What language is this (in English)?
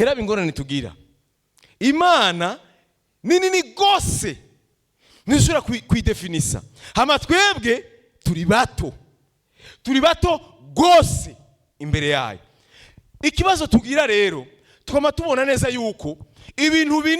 Rundi